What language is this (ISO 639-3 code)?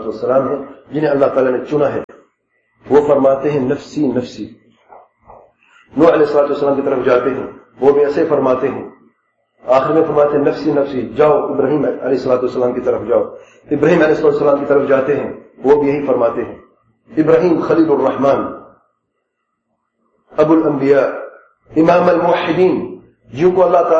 urd